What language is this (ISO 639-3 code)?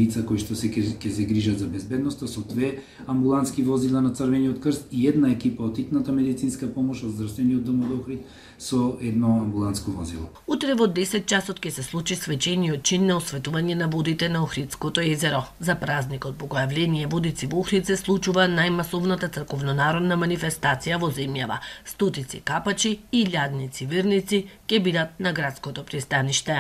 mkd